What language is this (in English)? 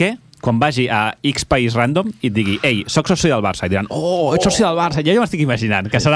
Catalan